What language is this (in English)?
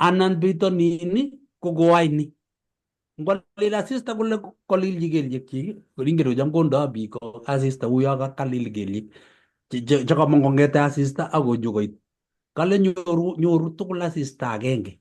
Kalenjin